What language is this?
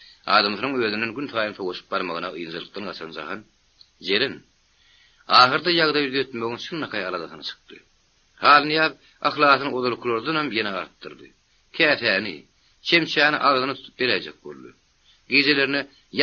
Turkmen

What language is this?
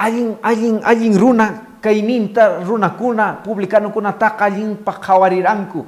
Quechua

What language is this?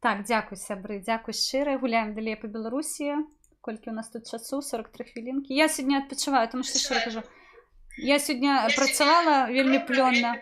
Belarusian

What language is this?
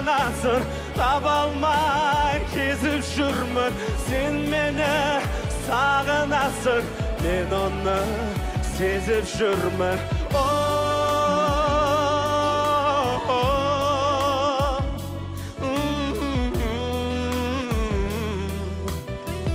Kazakh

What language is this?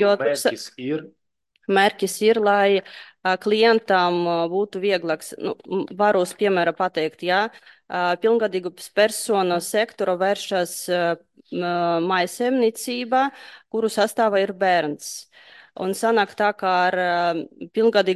Latvian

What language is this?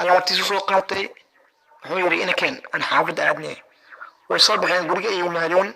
Somali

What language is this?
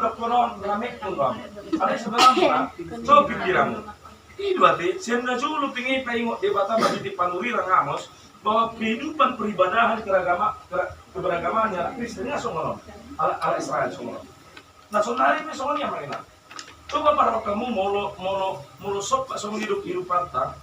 Batak Toba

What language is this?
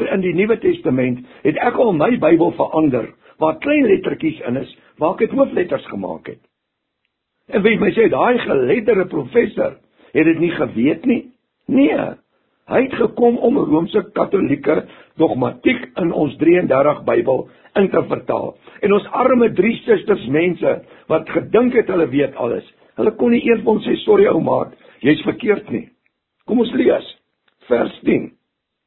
Afrikaans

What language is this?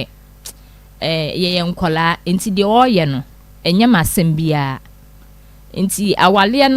Akan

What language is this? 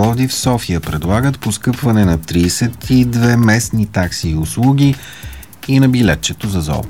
Bulgarian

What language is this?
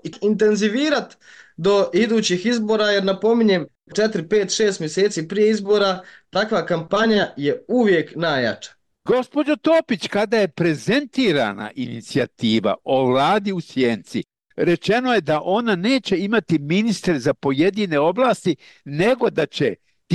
Bosnian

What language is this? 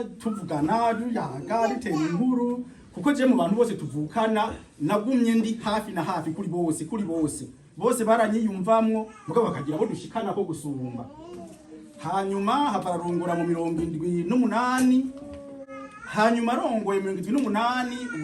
Rundi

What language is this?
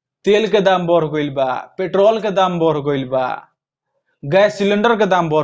Bhojpuri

